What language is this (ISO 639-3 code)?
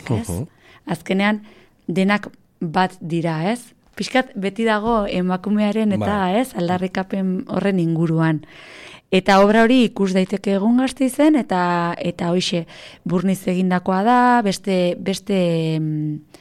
eus